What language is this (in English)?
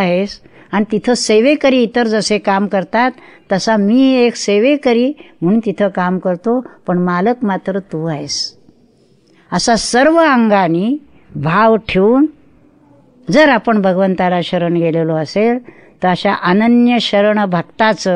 Marathi